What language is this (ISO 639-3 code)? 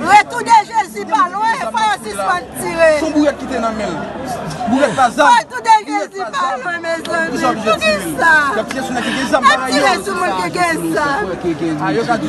hat